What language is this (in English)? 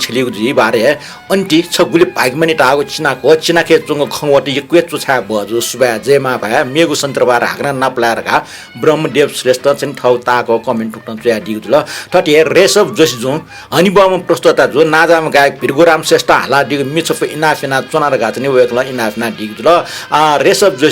Newari